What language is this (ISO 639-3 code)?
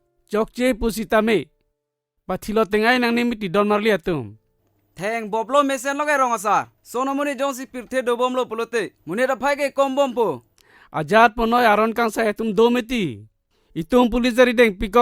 mjw